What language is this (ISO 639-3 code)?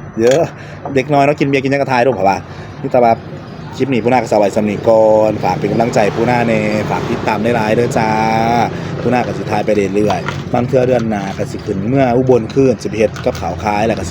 tts